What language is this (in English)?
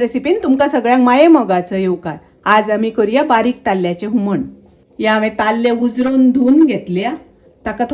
Konkani